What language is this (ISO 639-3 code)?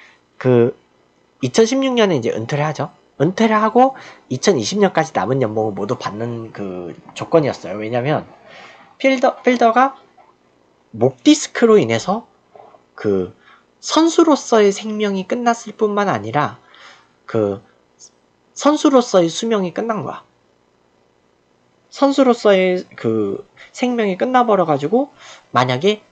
kor